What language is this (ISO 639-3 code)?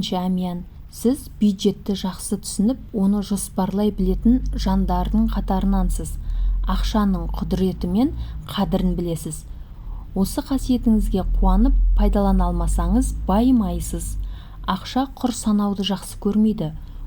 kaz